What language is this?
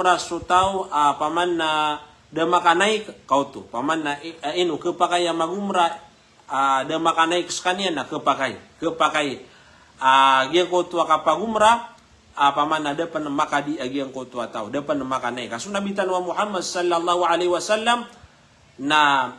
Maranao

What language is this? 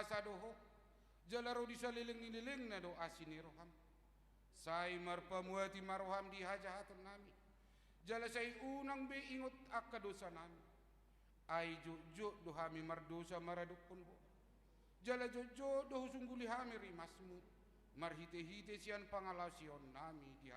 Batak Toba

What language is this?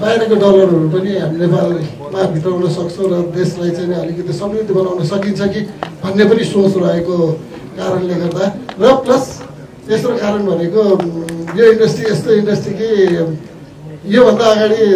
Nepali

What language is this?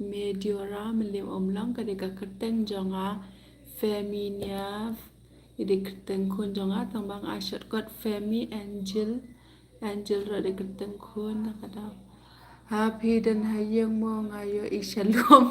Khasi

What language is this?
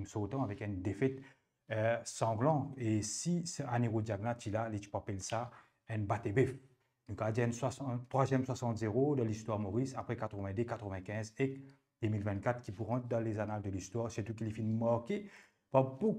Morisyen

